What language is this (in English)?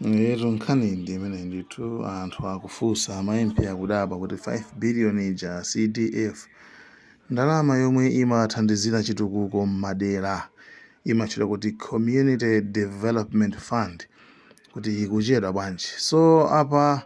Nyanja